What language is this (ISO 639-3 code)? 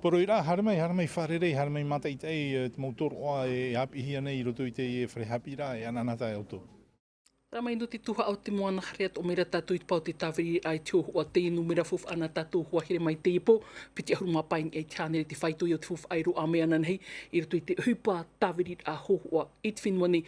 tah